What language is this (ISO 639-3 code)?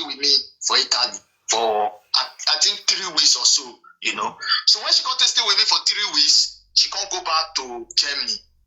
pcm